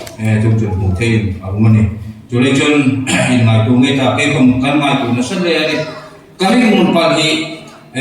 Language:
Hmar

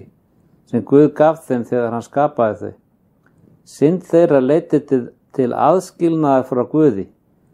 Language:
Icelandic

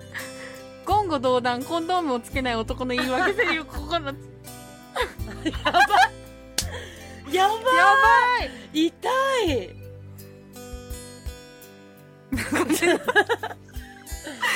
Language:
Japanese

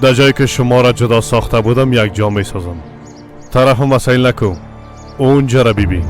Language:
Persian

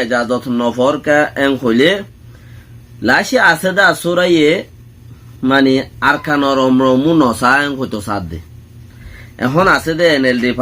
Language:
Rohingya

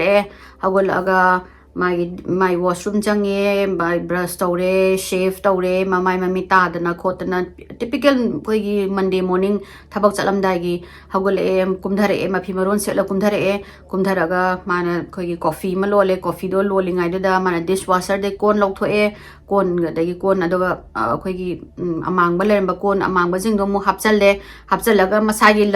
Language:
Manipuri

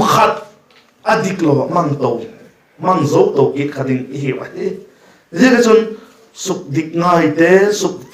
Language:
Vaiphei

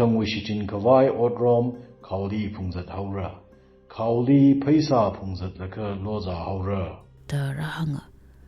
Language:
Tangkhul Naga (India)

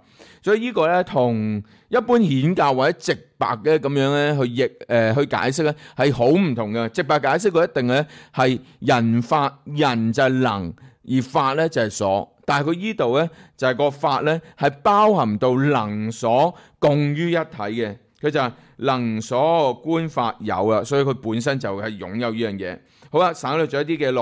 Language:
Cantonese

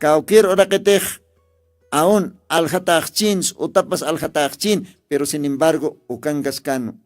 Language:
Aymara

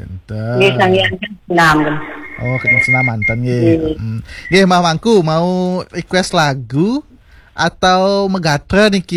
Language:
Balinese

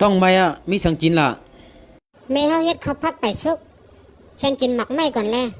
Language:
Shan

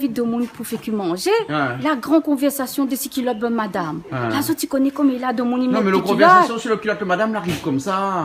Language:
Réunion Creole French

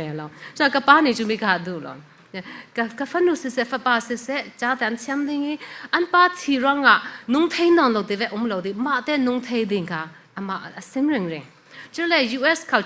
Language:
Falam Chin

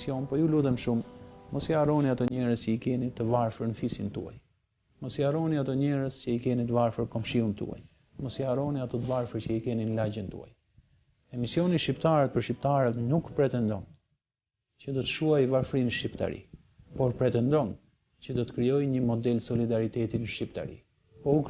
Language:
Albanian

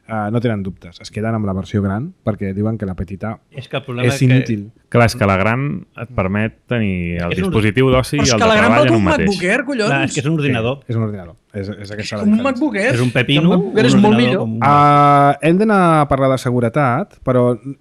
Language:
Catalan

